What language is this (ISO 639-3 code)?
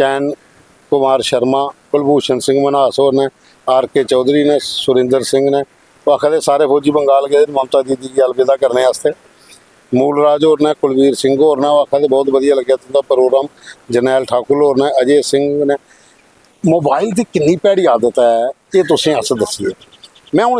doi